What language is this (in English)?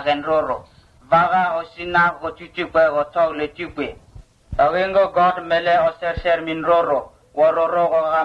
Vurës